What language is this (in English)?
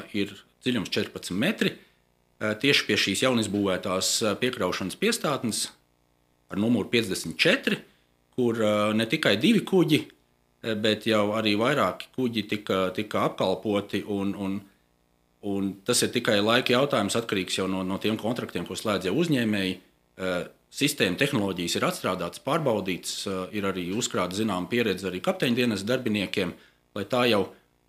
Latvian